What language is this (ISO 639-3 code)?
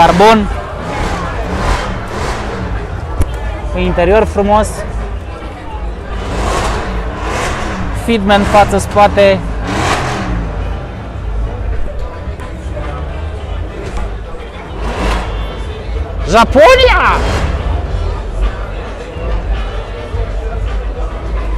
ron